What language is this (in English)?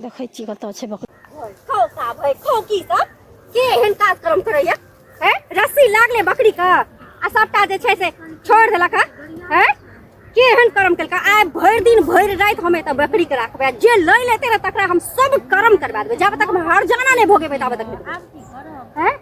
Maithili